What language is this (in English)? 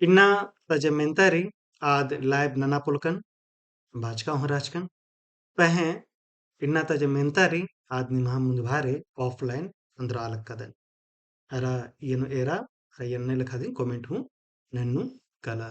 Kurukh